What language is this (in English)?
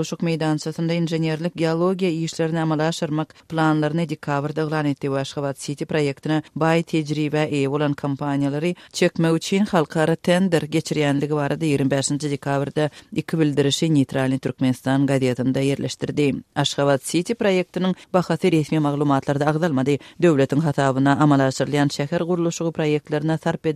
Turkmen